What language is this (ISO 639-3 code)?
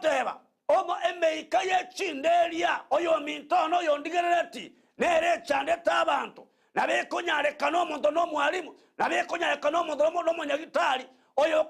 guz